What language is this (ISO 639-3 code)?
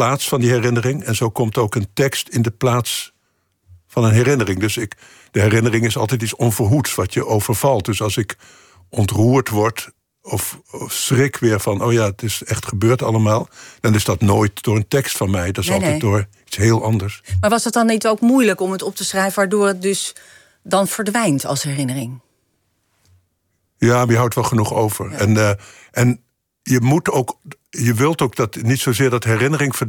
nld